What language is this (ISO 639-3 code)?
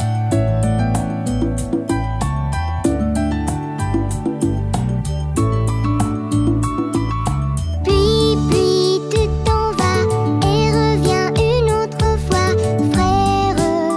fra